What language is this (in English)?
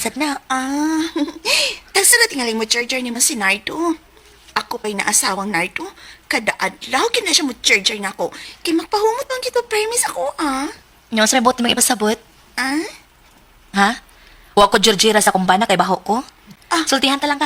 Cebuano